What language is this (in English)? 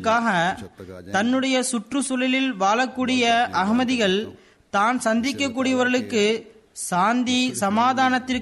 Tamil